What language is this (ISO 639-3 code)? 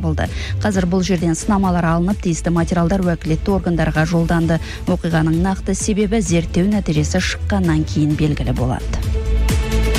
kaz